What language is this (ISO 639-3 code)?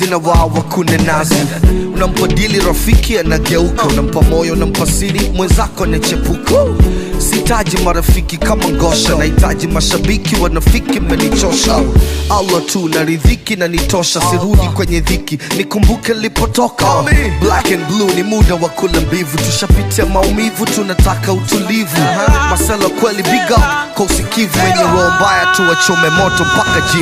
swa